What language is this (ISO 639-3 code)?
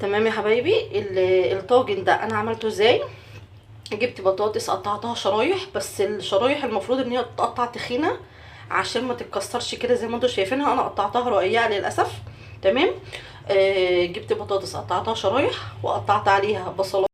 arz